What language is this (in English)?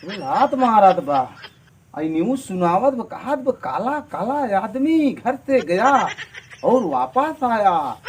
Awadhi